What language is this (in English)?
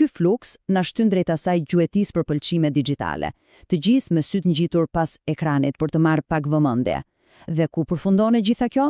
Albanian